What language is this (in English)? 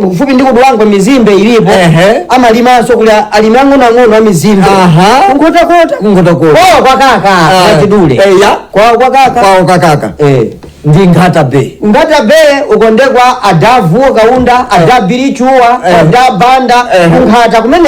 Nyanja